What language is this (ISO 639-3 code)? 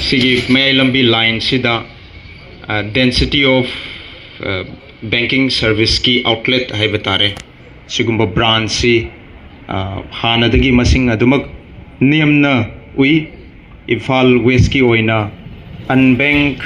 mni